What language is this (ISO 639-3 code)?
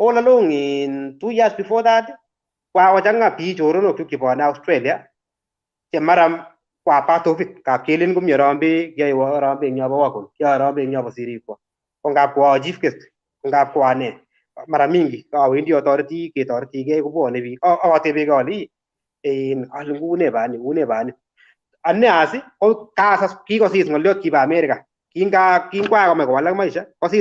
kln